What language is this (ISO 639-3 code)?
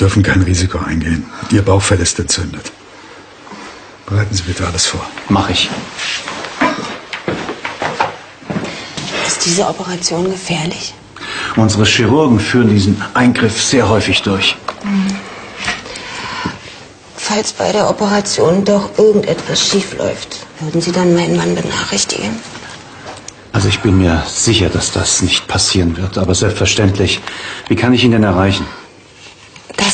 deu